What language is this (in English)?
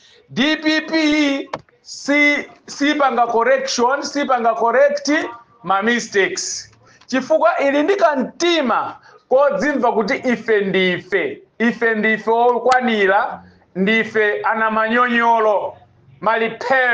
Nyanja